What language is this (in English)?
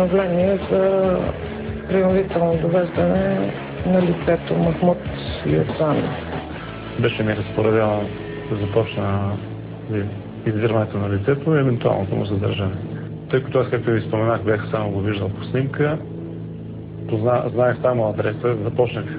Bulgarian